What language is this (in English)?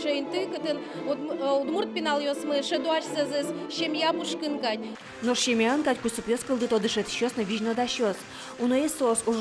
Udmurt